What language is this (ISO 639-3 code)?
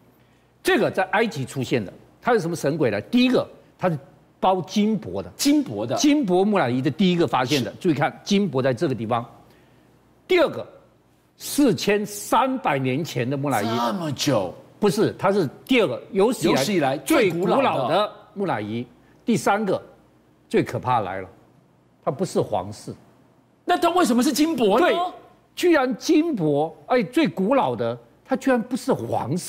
zho